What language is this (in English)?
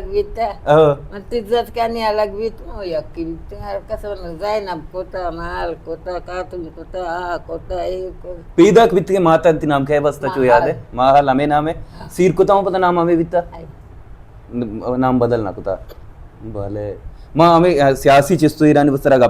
Baluchi